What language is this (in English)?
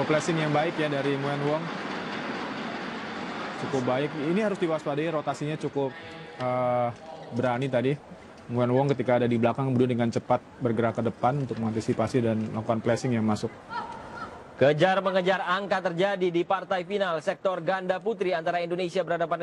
Indonesian